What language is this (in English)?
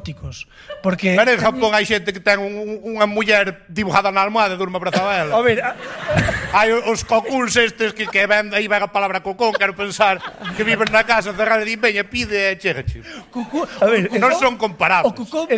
Galician